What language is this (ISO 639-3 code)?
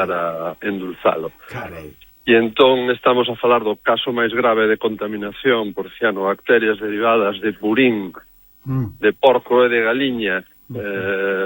glg